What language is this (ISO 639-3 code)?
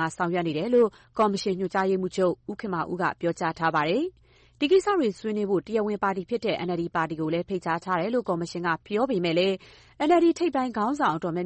mya